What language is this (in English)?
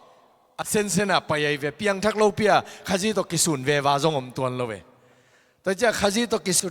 Tedim Chin